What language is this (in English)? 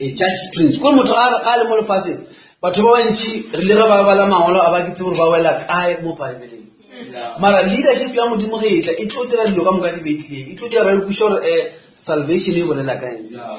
Northern Sotho